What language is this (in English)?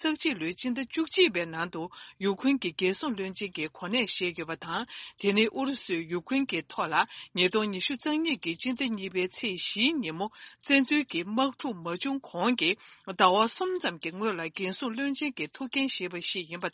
Tibetan